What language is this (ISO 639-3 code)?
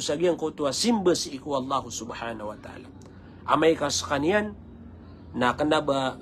mrw